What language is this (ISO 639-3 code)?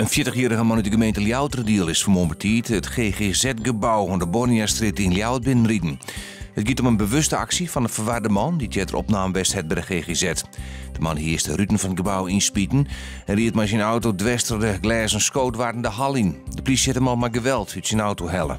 fry